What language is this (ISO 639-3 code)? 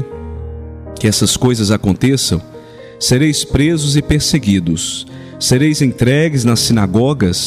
por